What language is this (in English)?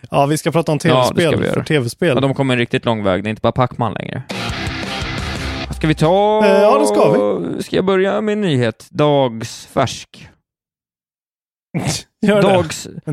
Swedish